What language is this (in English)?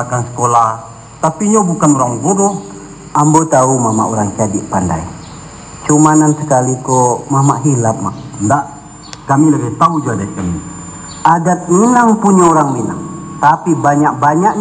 Minangkabau